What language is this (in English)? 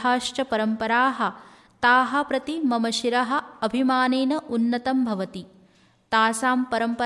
Sanskrit